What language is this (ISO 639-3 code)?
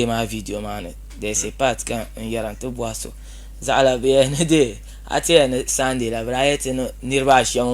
dag